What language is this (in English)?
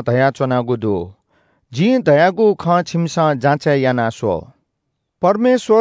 Newari